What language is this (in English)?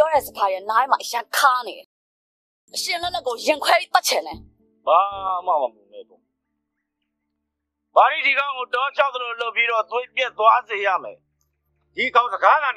Burmese